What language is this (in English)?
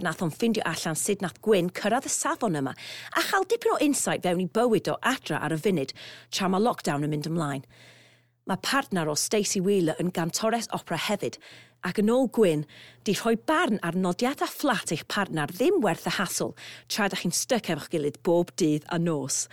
Welsh